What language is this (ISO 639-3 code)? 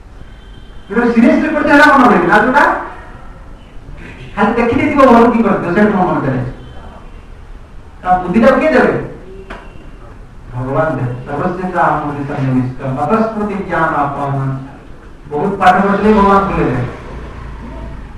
ori